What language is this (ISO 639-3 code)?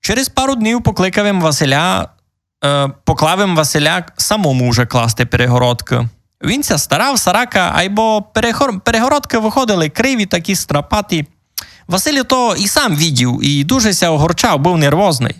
rue